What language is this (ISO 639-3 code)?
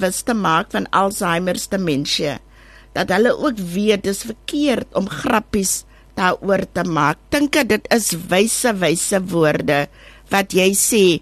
afr